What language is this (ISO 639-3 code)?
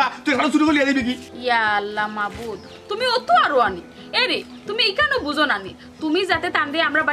syl